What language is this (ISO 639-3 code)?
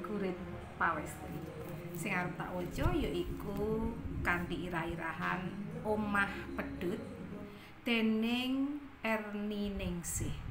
jav